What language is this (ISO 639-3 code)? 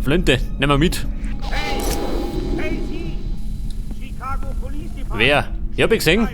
bar